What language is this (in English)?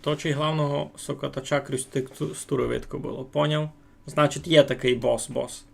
Rusyn